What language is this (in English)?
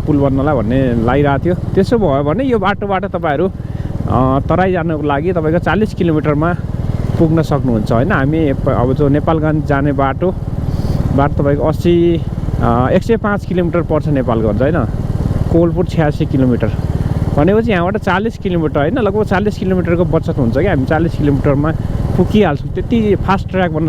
Nepali